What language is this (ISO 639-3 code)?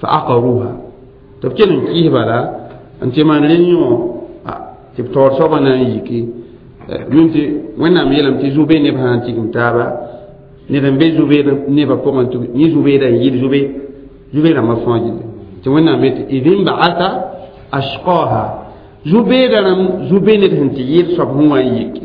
mos